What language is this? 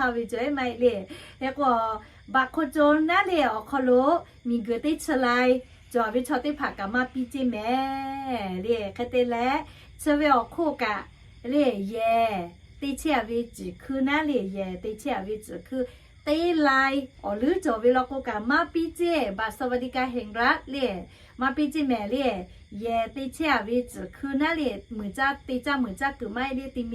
Lahu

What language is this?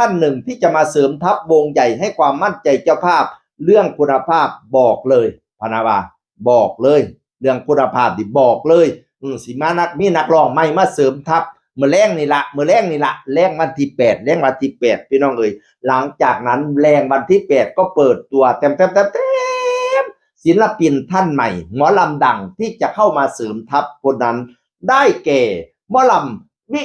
Northeastern Thai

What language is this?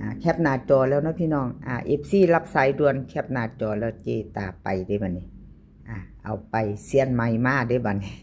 Northeastern Thai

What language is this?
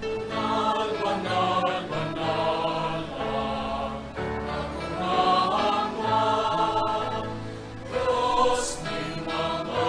Bikol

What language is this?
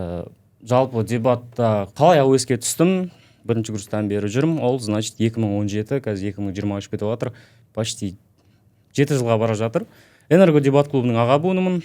Kazakh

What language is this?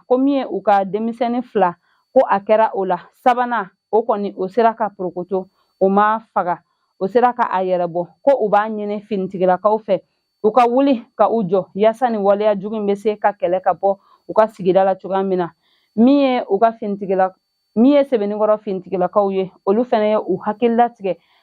Bambara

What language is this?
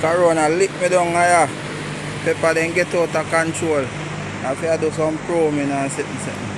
Jamaican Creole English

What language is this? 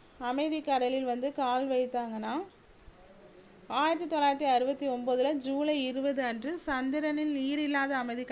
Tamil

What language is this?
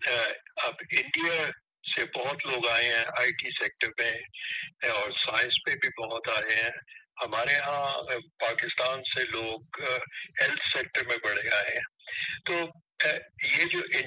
Urdu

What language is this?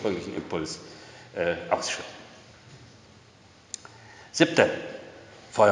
German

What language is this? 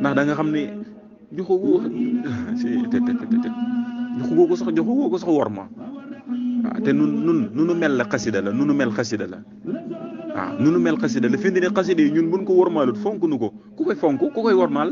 Wolof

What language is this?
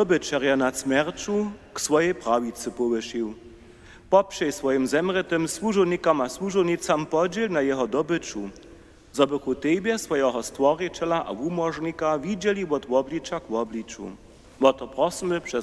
Upper Sorbian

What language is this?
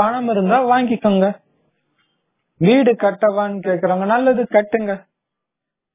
Tamil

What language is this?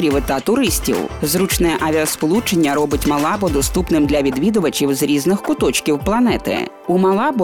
Ukrainian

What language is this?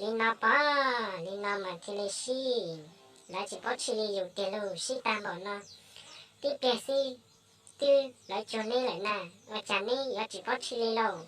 Hmong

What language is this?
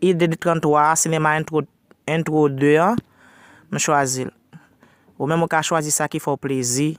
Haitian Creole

